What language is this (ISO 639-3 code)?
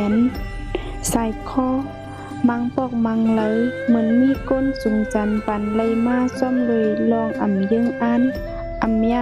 shn